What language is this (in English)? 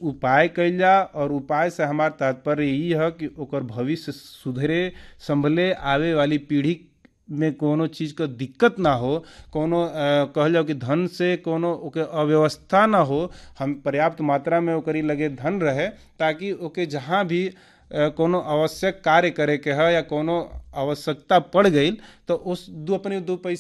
Bhojpuri